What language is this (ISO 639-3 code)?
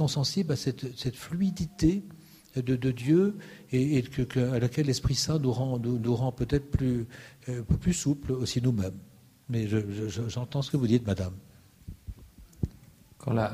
fra